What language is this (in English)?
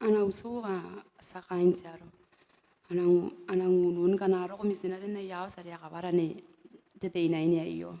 Gilbertese